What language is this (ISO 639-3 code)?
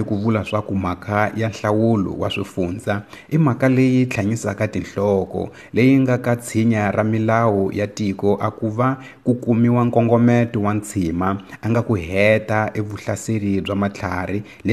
tso